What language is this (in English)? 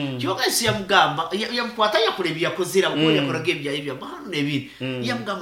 Nyankole